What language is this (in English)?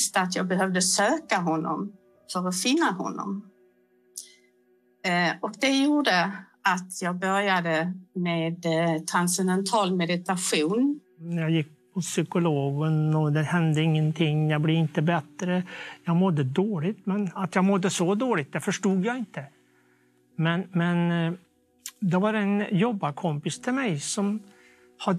Swedish